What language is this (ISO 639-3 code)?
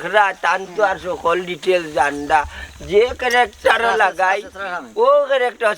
syl